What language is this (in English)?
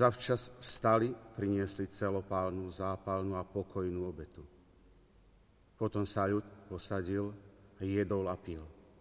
Slovak